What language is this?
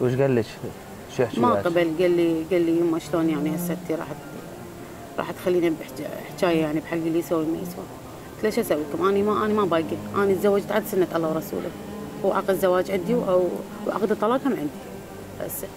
Mesopotamian Arabic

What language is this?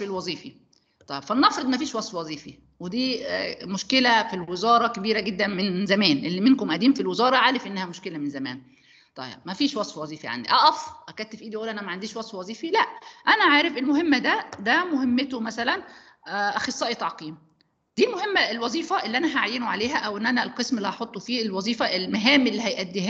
Egyptian Arabic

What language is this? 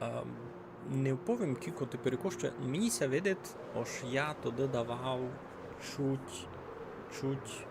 Rusyn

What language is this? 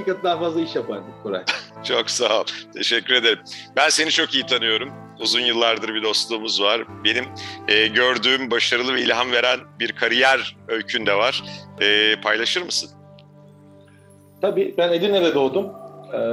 Turkish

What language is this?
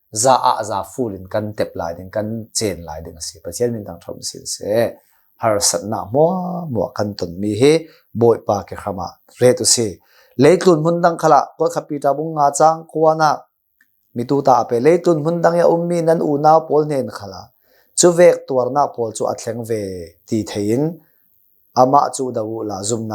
Hakha Chin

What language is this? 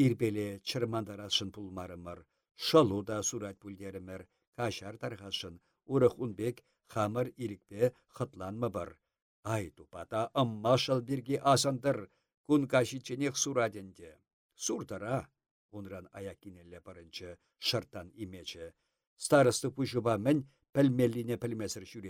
Chuvash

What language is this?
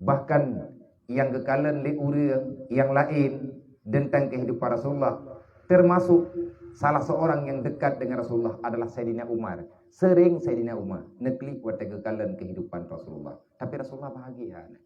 Achinese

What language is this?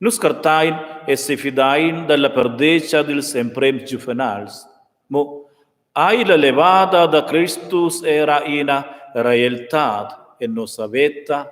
Romansh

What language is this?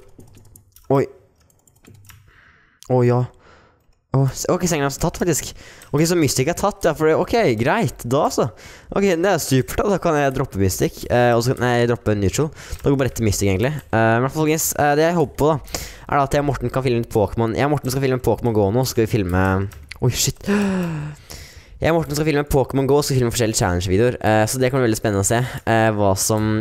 Norwegian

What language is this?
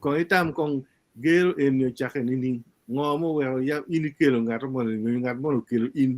Acoli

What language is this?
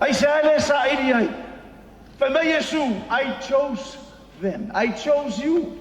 Samoan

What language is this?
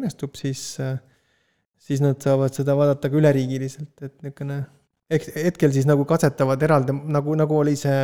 Estonian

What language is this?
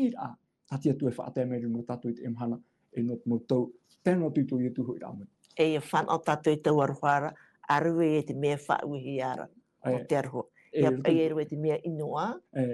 Tahitian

